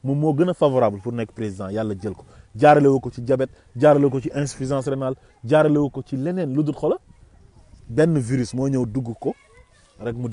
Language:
Wolof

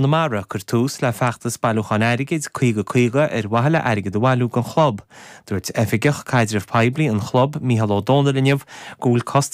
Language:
Irish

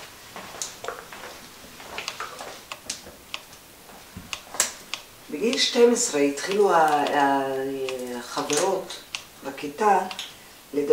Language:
Hebrew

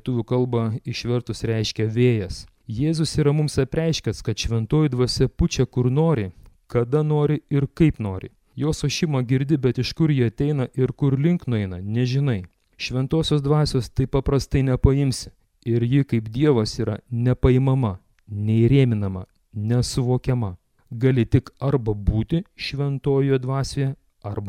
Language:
Lithuanian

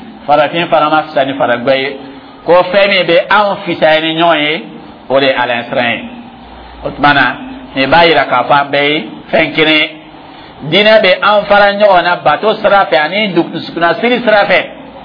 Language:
Dyula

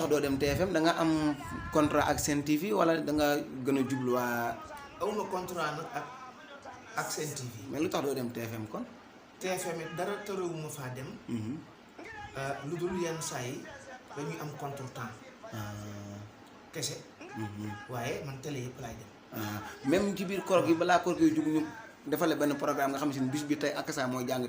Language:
Wolof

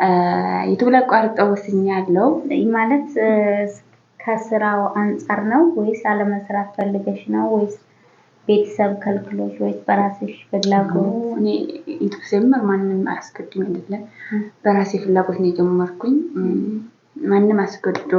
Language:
Amharic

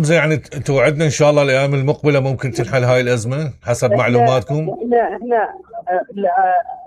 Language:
Mesopotamian Arabic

